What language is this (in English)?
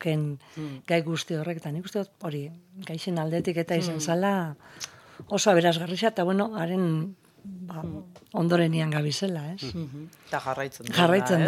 Basque